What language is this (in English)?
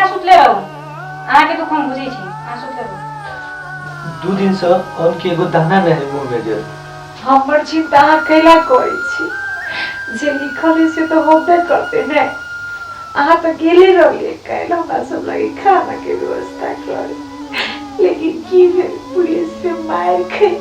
Maithili